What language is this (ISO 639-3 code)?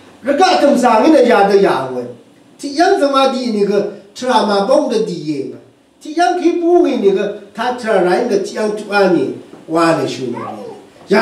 raw